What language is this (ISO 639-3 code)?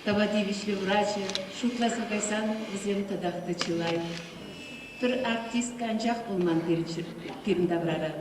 chv